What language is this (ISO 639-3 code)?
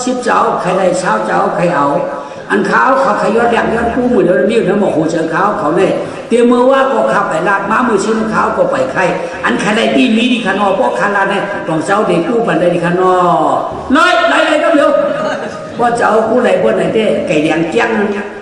shn